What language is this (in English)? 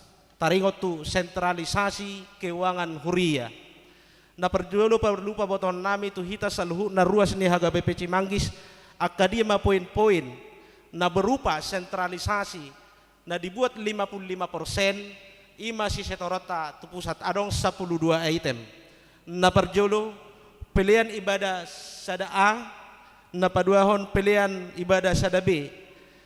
Batak Toba